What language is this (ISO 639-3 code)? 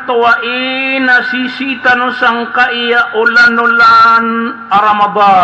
mrw